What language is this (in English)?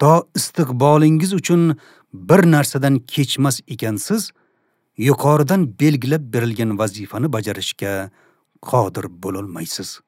Uzbek